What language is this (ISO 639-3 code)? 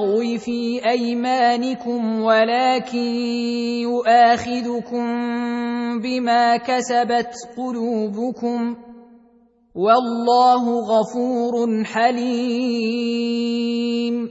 ara